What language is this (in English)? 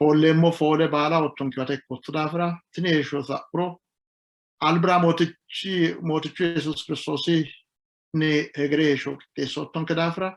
Sidamo